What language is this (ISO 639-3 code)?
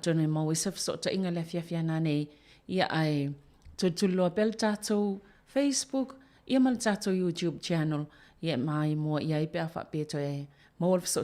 smo